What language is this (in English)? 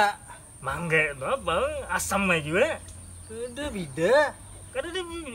Banjar